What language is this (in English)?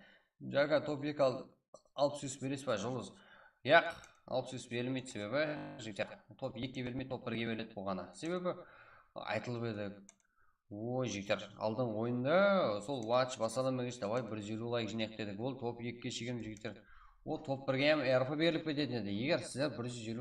Kara-Kalpak